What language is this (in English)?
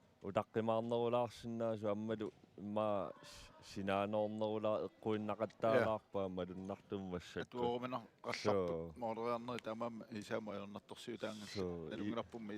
Kalaallisut